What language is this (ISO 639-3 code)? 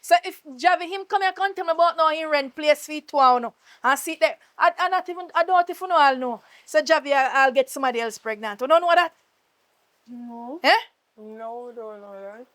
jam